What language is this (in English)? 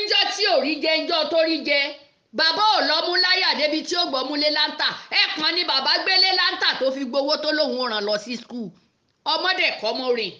Yoruba